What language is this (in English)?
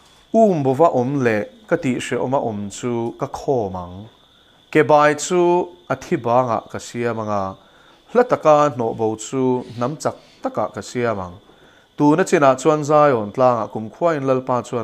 Mizo